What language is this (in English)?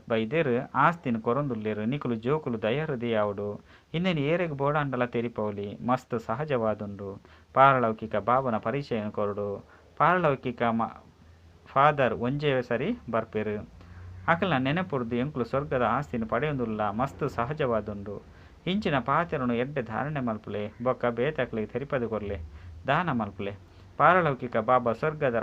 Tulu